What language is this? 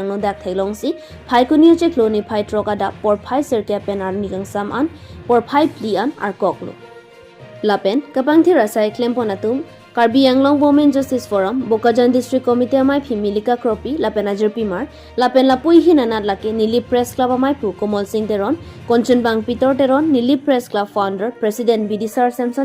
Karbi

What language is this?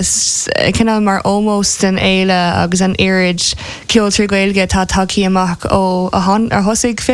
Irish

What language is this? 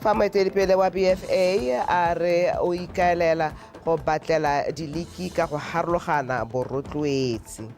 Tswana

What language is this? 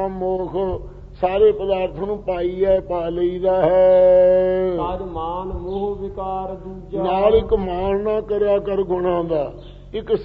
Punjabi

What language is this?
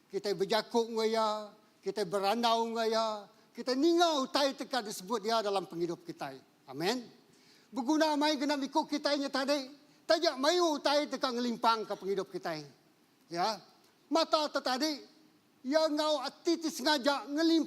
Iban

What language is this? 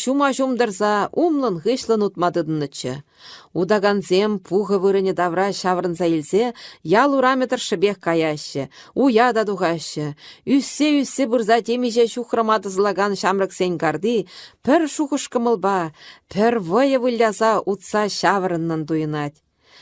Chuvash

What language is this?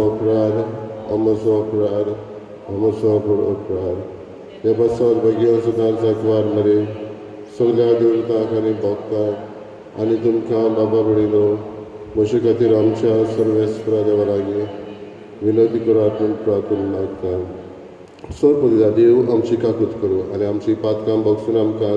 Konkani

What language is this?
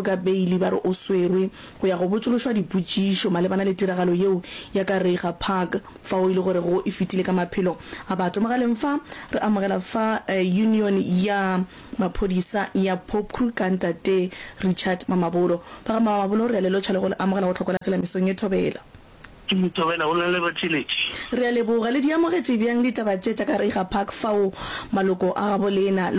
Northern Sotho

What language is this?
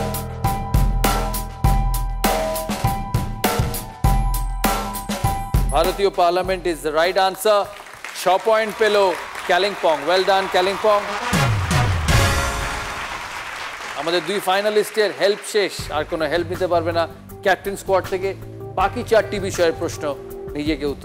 Bangla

